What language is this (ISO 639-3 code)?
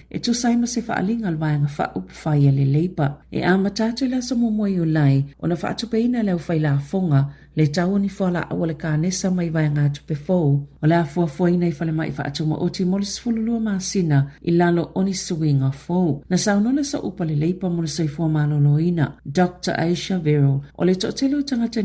smo